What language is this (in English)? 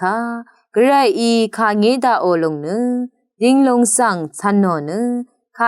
Rawang